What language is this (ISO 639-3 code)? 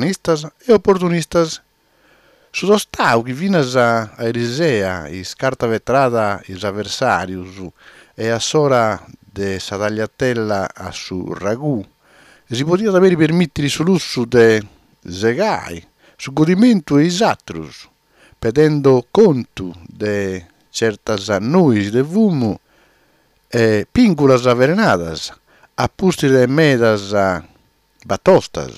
srd